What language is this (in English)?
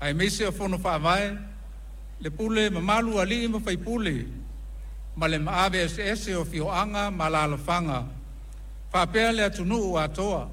Samoan